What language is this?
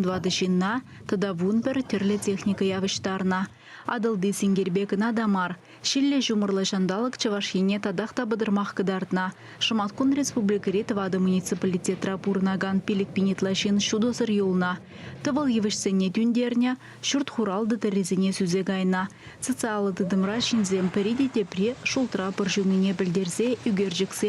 Chuvash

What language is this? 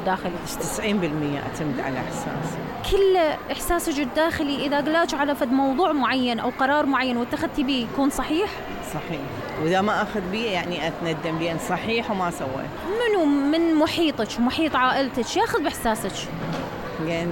Mesopotamian Arabic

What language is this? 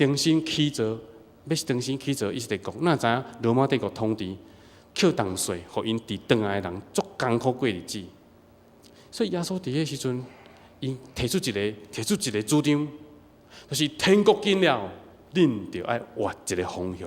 Min Nan Chinese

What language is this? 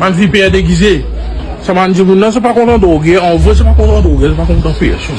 Morisyen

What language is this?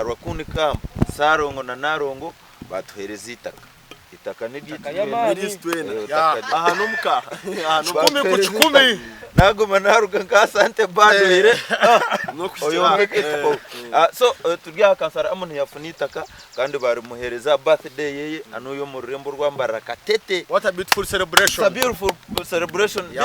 Nyankole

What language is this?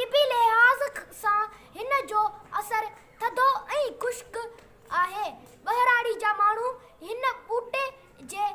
Sindhi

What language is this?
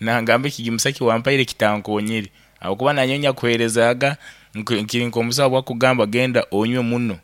Nyankole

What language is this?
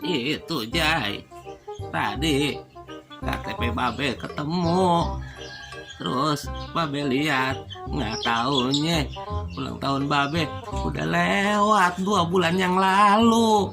Betawi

